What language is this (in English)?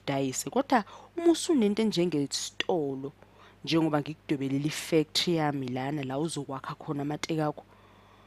Zulu